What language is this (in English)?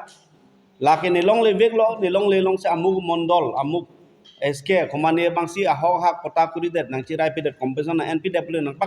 Karbi